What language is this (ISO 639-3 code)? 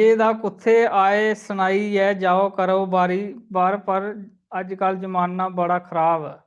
doi